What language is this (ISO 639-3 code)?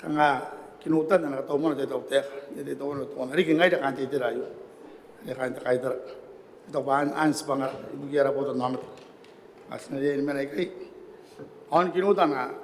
gil